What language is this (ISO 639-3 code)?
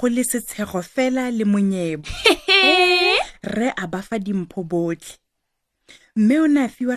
tsn